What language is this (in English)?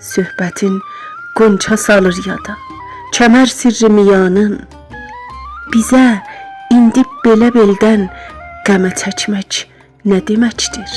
South Azerbaijani